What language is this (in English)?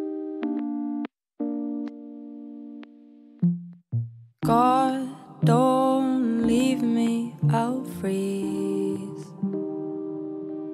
Norwegian